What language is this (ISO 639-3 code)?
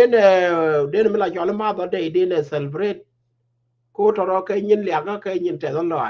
nus